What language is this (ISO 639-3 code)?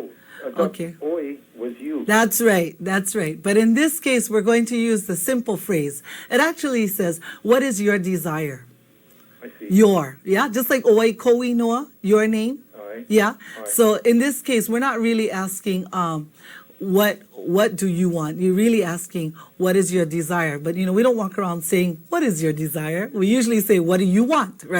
haw